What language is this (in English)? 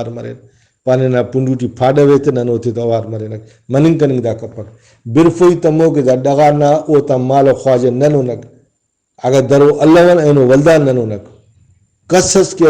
Brahui